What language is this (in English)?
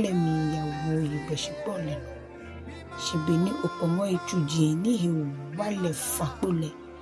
Ga